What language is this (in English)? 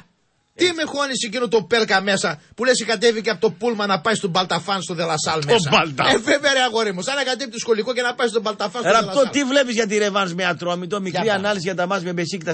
Greek